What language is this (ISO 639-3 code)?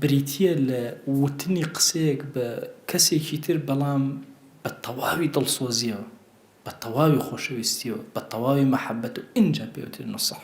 ckb